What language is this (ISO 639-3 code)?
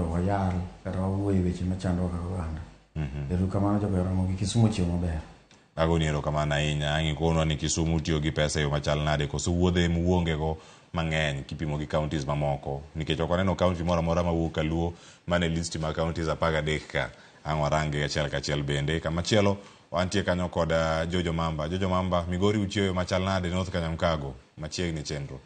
luo